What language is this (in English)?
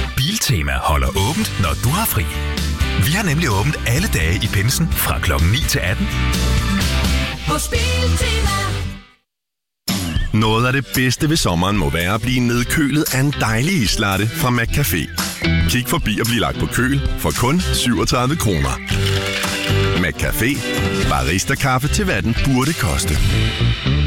Danish